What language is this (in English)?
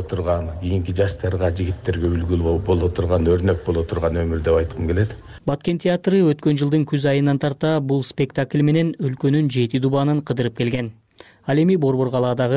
Kyrgyz